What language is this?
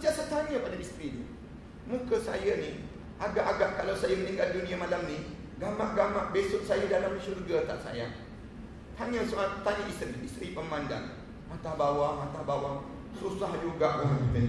Malay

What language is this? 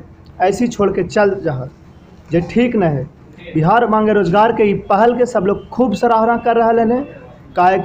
Magahi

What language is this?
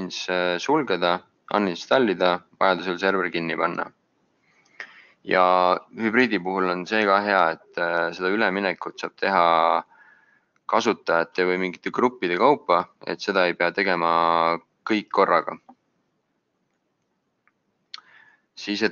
Estonian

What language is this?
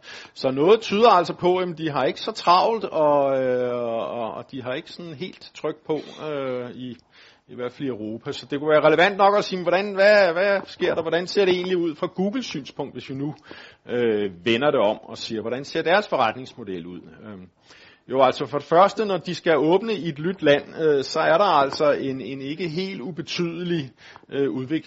Danish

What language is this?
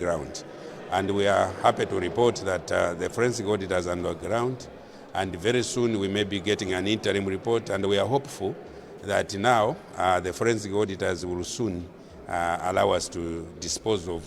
English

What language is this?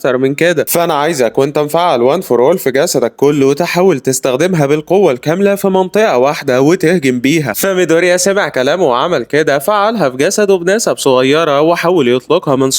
Egyptian Arabic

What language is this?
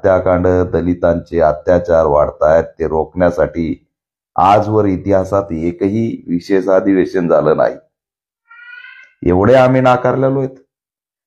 Marathi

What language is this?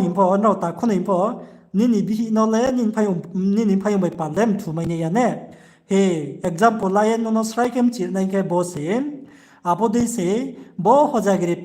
Riang (India)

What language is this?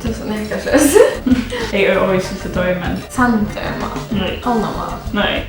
Faroese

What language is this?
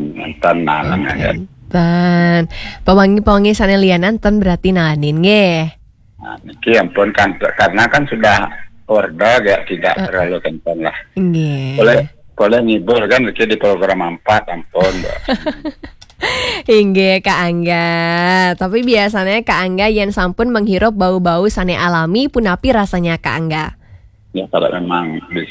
Balinese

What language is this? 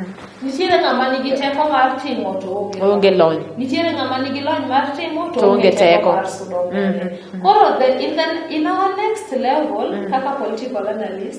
Luo (Kenya and Tanzania)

